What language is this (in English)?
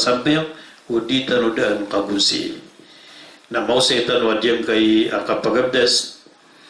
Maranao